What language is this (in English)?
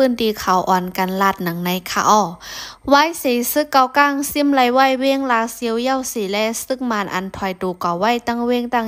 Shan